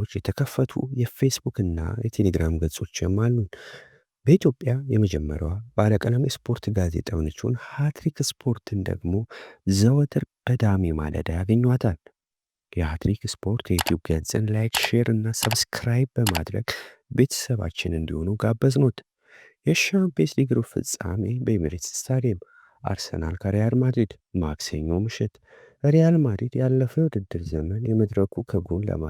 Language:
Amharic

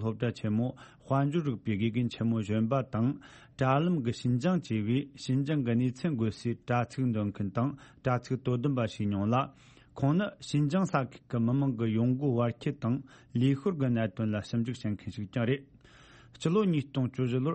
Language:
Tibetan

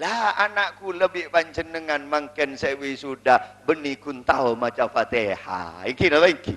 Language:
Madurese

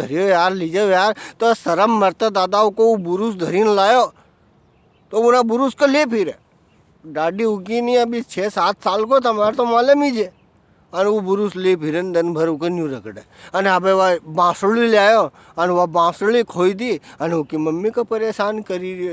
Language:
Rajasthani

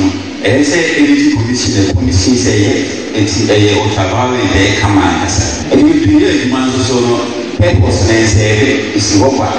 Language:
Akan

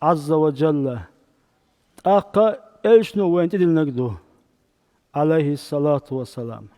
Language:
Chechen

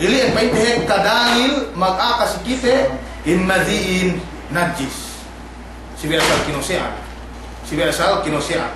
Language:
Yakan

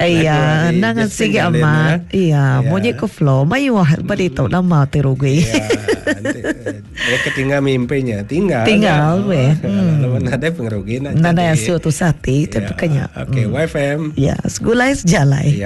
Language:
Iban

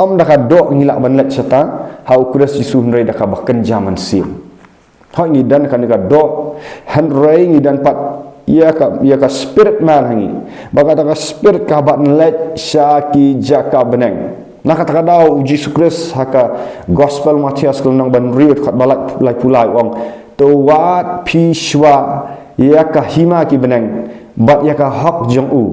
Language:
Khasi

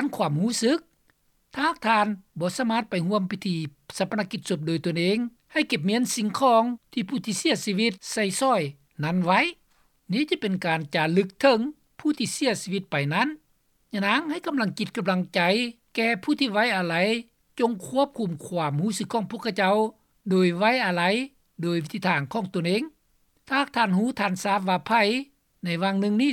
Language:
Lao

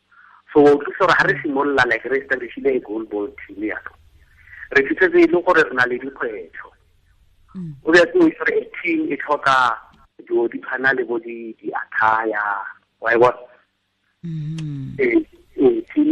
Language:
Tswana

